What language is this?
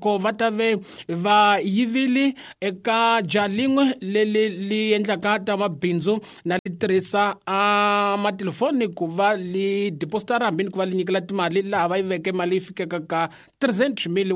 Tsonga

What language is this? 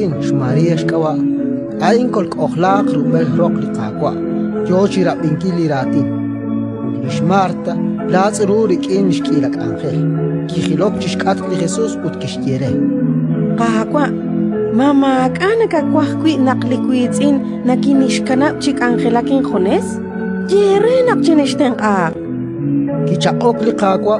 Kekchí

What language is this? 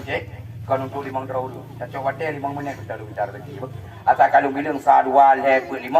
Achinese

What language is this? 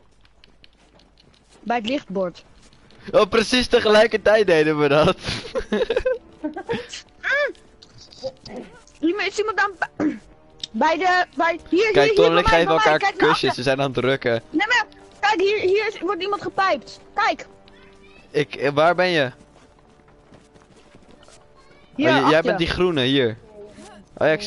Dutch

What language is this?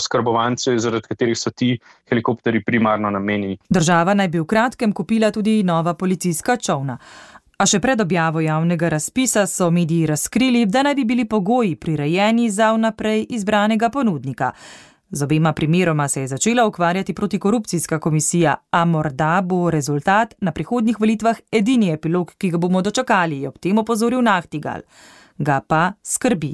Slovenian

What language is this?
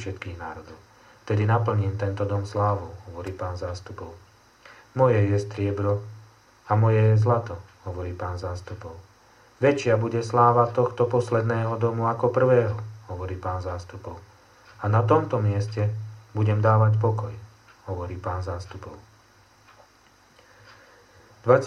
Slovak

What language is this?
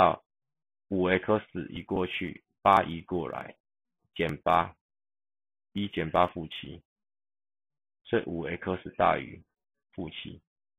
Chinese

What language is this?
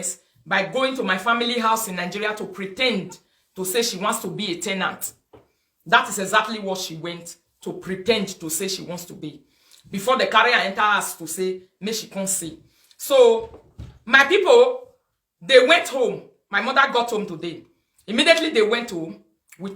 Nigerian Pidgin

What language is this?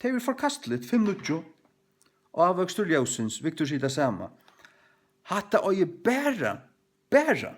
Faroese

